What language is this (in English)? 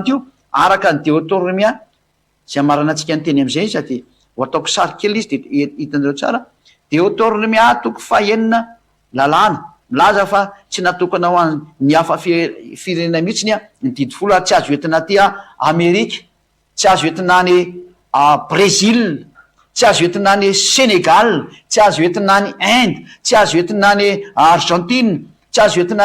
Malagasy